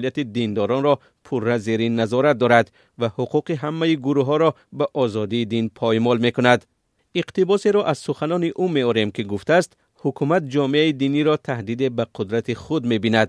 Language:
Tajik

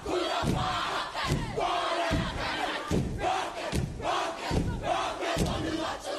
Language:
Māori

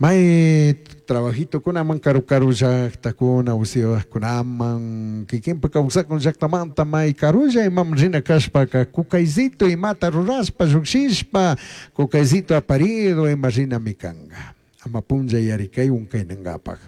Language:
Chimborazo Highland Quichua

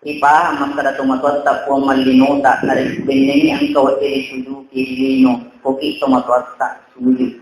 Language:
Buginese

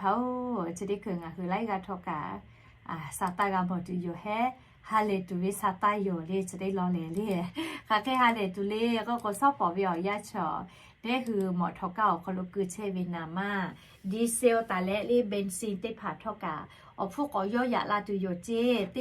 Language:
Lahu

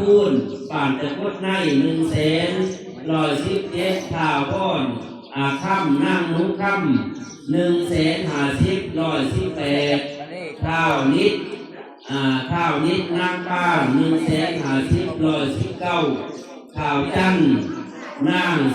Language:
Northeastern Thai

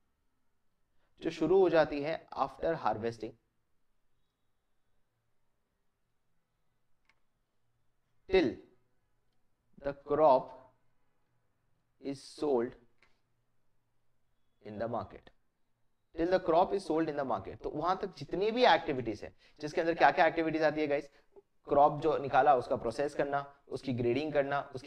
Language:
Hindi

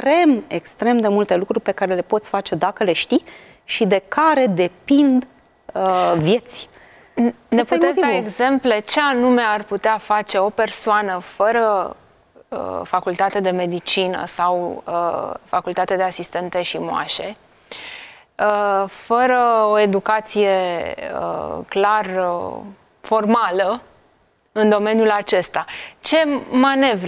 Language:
Romanian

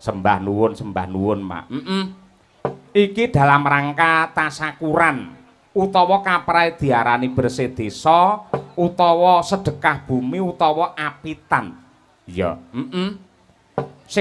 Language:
Javanese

